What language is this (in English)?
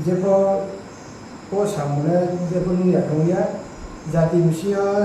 Riang (India)